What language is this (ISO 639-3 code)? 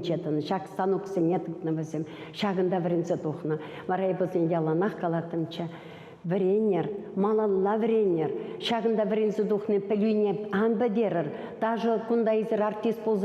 chv